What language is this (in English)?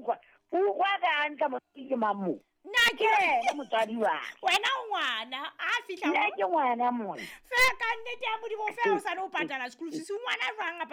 Southern Sotho